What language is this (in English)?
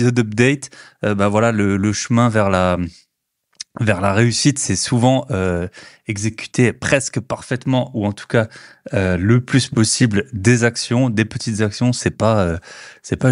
French